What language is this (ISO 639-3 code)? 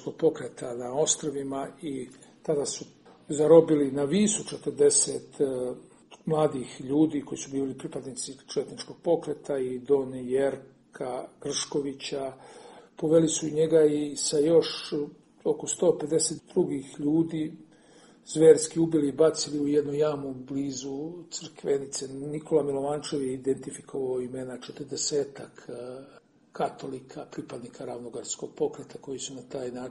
srp